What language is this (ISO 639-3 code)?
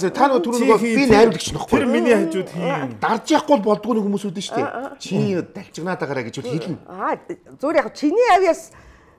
mon